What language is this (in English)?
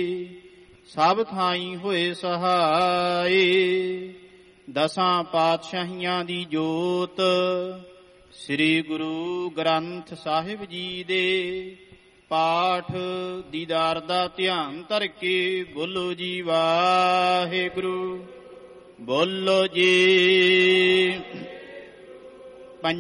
Punjabi